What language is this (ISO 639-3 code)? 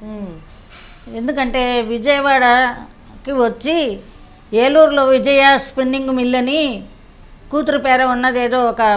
tel